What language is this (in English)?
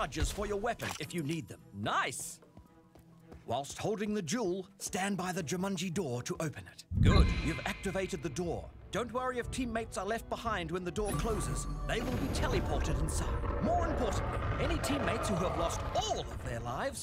English